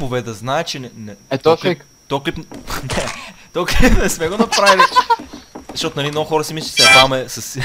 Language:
Bulgarian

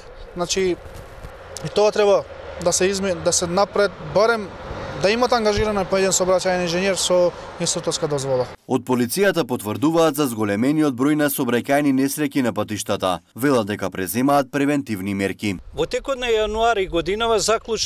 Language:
Macedonian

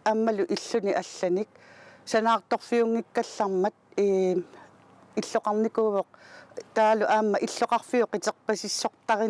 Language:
Kalaallisut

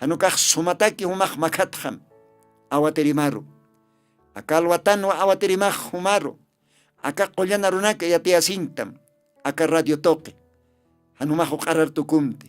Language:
Aymara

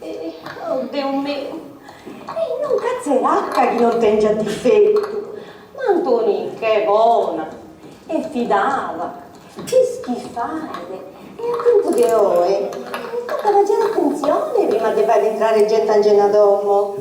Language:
Sardinian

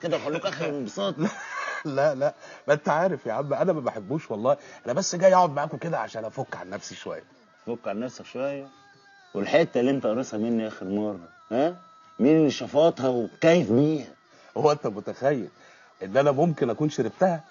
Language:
Egyptian Arabic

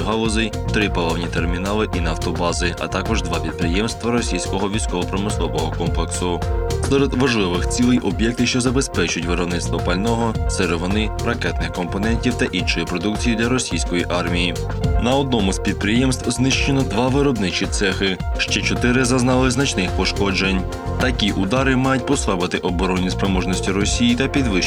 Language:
Ukrainian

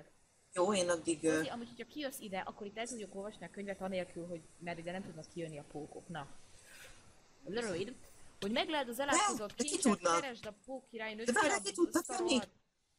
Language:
Hungarian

